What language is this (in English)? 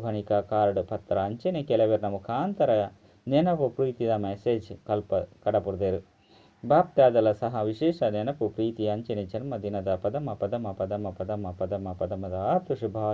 Tulu